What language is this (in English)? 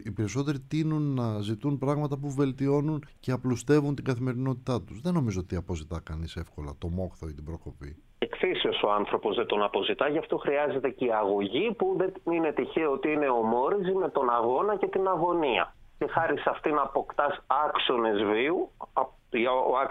Greek